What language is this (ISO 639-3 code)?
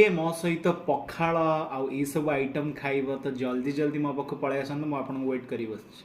ori